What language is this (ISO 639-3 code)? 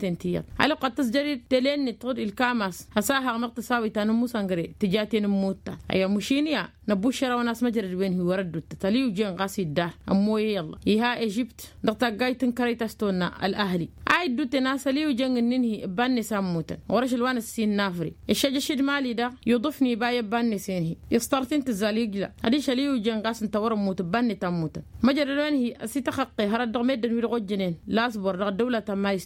taq